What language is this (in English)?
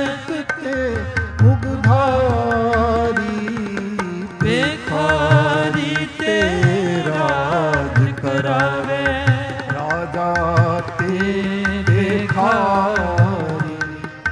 Punjabi